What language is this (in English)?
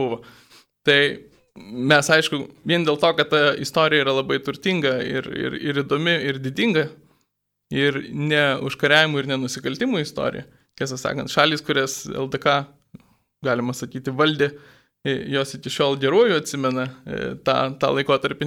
Lithuanian